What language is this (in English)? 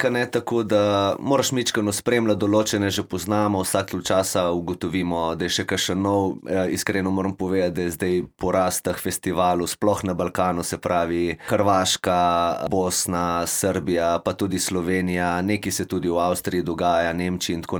Slovenian